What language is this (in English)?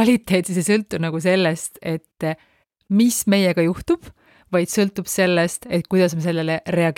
Estonian